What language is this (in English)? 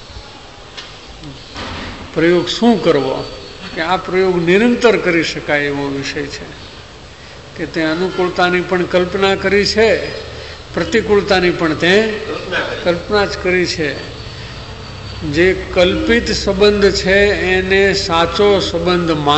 Gujarati